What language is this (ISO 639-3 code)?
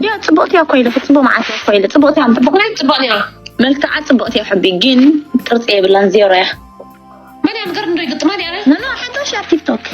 tir